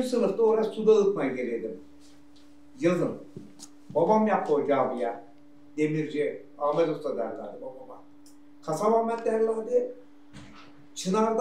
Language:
Turkish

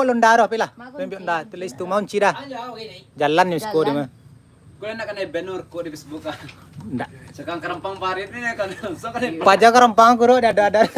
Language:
Minangkabau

